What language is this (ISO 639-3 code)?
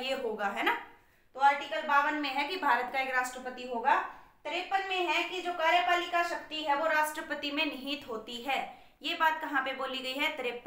hin